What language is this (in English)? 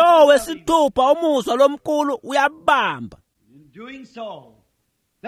Swati